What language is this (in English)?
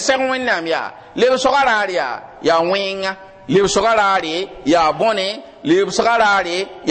Mossi